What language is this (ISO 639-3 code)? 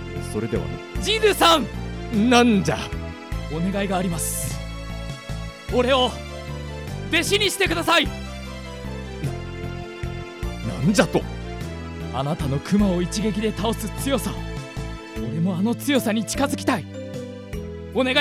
jpn